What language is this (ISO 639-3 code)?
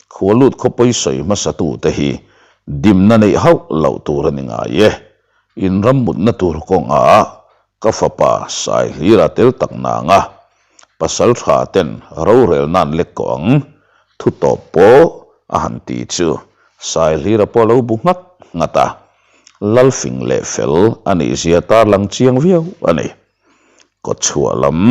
lus